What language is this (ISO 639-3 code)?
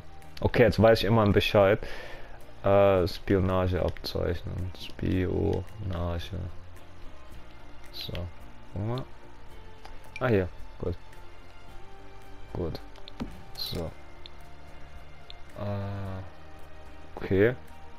deu